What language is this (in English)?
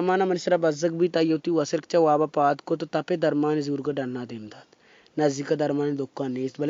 Baluchi